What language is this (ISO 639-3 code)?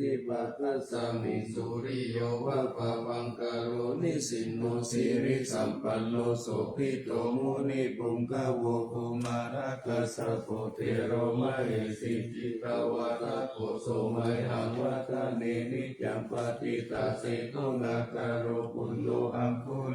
pli